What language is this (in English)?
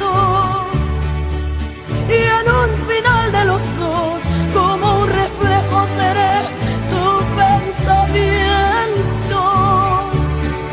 Spanish